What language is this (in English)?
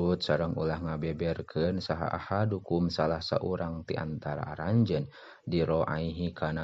Sundanese